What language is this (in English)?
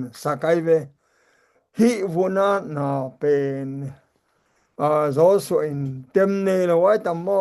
Tedim Chin